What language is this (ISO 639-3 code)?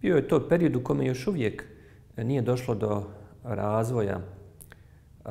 bos